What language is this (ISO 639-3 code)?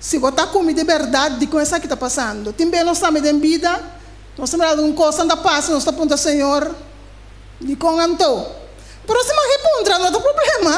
pap